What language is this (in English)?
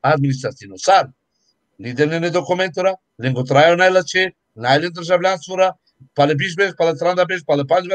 Balkan Romani